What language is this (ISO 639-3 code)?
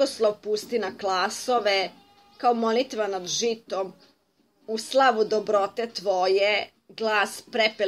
srp